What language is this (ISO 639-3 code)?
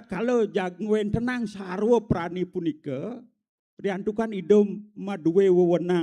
ban